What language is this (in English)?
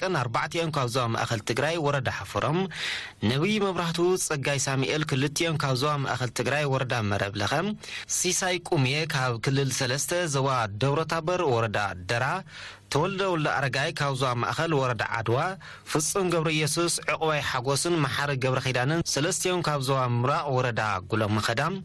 Tigrinya